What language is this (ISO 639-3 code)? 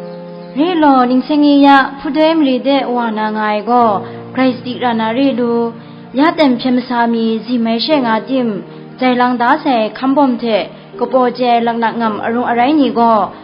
kac